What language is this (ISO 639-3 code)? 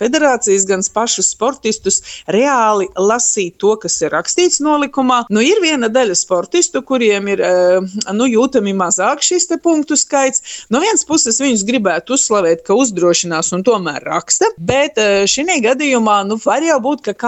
lav